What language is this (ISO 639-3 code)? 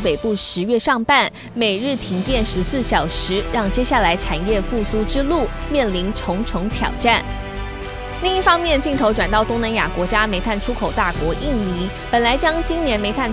zho